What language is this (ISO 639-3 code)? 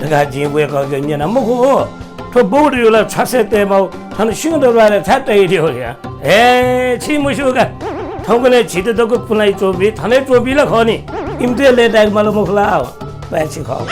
new